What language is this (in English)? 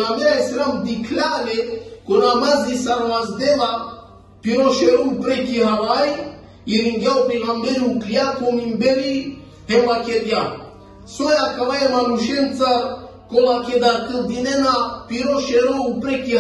Balkan Romani